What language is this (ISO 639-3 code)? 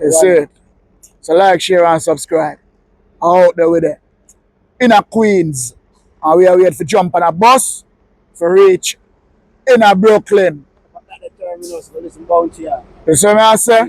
jam